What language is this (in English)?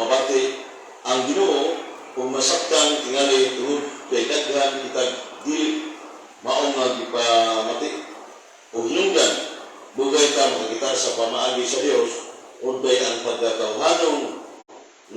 Cebuano